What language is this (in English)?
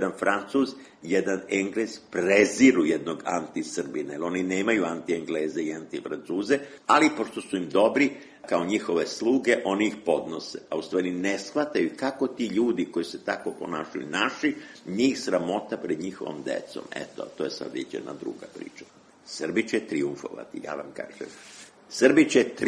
Serbian